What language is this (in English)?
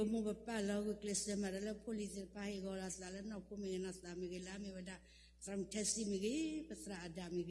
S'gaw Karen